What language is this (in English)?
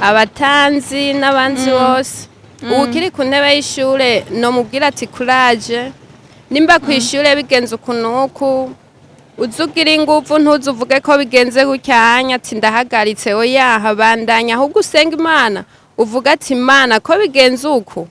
Rundi